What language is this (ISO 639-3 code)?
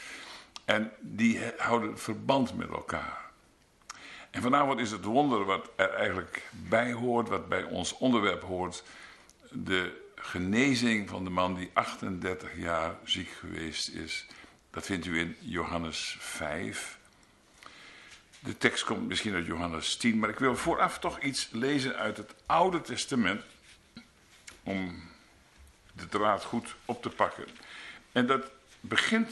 nld